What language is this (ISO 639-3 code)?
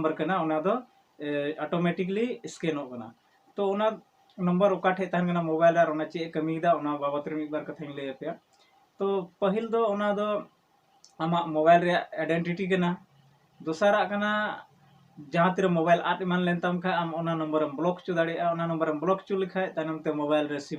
sat